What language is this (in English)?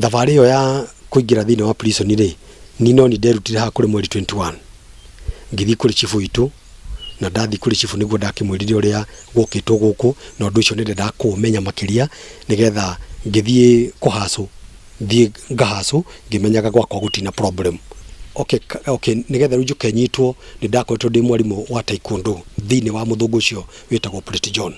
Kikuyu